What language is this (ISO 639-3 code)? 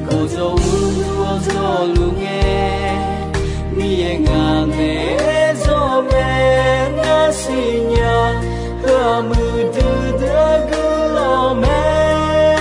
ahk